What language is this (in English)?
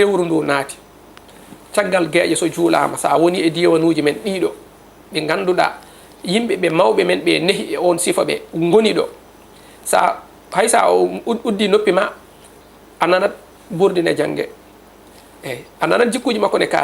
Fula